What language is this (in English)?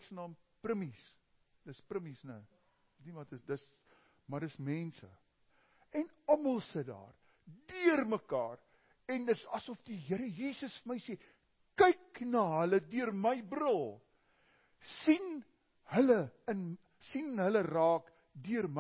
Afrikaans